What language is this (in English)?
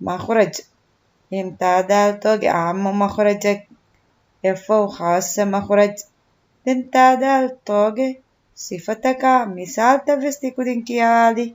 Divehi